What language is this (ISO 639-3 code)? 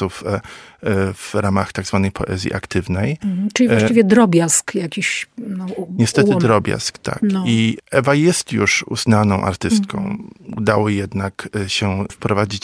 pol